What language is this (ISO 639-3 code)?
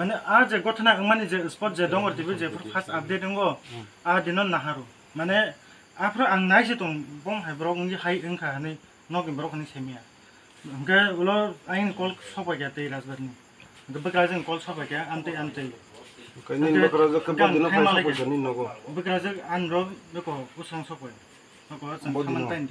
trp